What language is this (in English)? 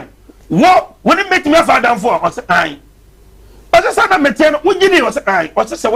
Akan